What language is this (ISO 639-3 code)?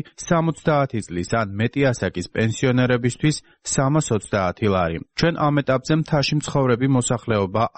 kat